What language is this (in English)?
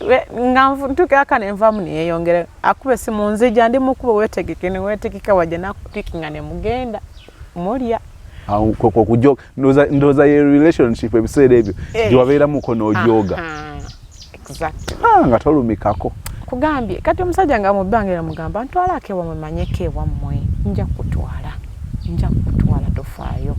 Ganda